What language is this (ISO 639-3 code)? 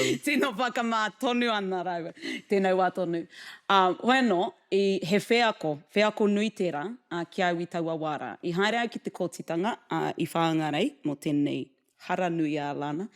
mri